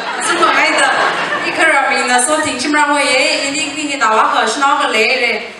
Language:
Tangkhul Naga (India)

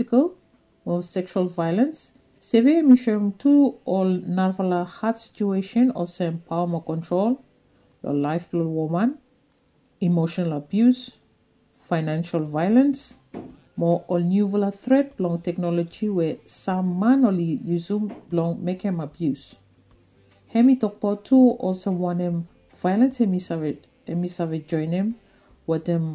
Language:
Bislama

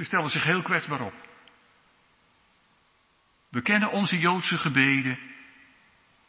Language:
Dutch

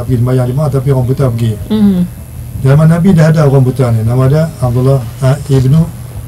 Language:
Malay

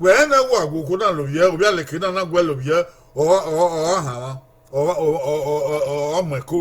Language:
Bini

